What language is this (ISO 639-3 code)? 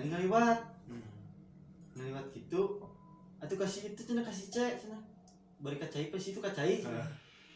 sun